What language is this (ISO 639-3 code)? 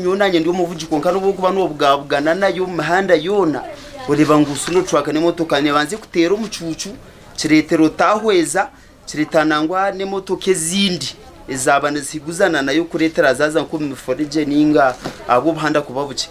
nyn